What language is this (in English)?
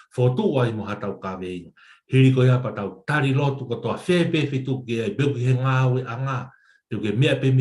Tongan